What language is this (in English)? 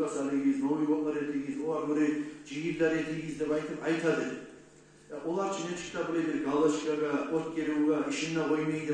Kumyk